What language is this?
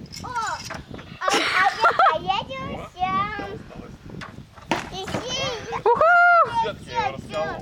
Russian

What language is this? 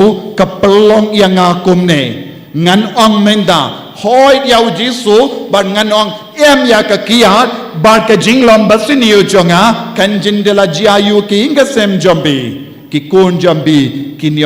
Khasi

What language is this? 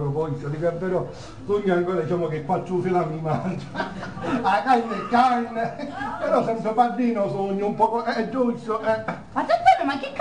Sicilian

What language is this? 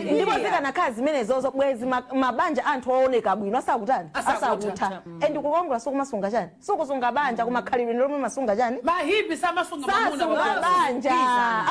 Nyanja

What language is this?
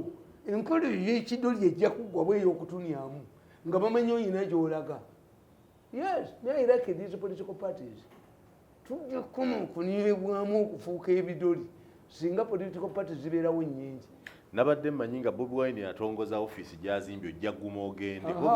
Ganda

